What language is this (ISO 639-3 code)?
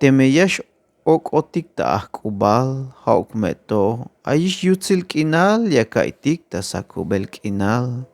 tzh